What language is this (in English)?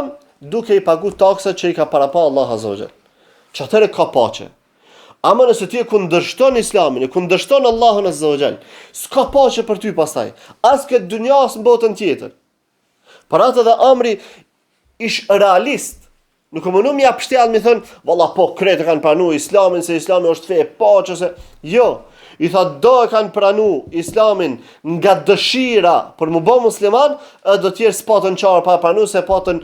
Albanian